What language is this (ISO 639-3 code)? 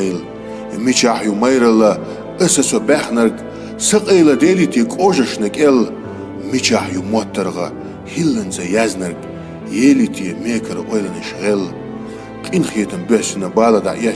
che